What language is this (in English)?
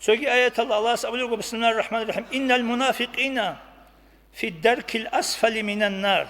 Avaric